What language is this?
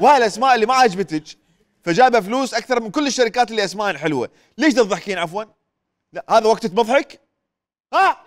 Mesopotamian Arabic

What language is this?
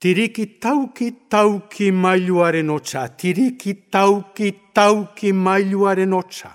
Basque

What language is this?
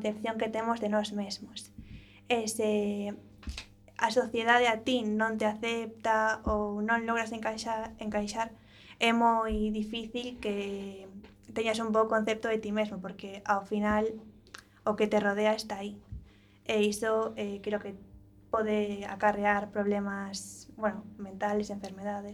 Galician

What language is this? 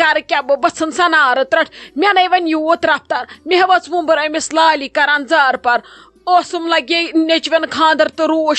Kashmiri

